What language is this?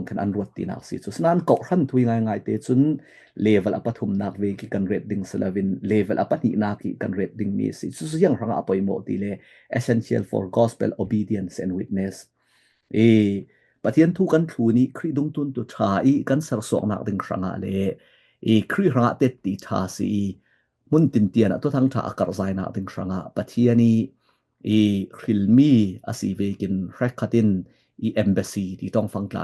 Falam Chin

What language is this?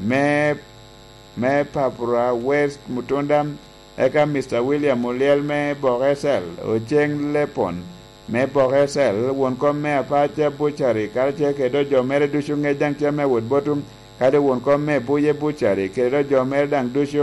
Lango (Uganda)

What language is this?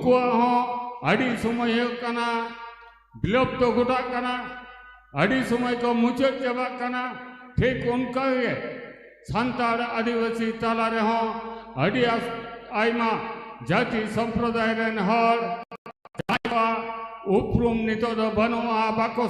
Santali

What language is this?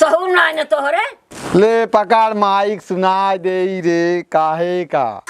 Awadhi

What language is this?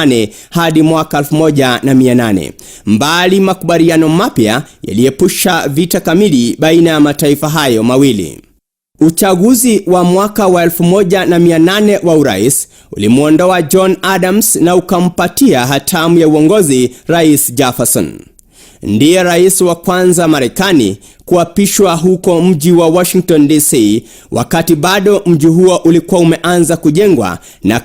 Swahili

